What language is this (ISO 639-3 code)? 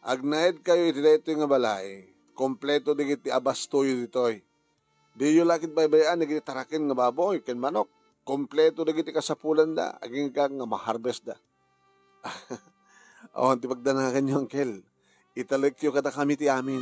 ilo